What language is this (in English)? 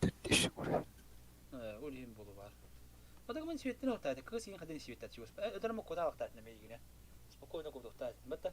Yakut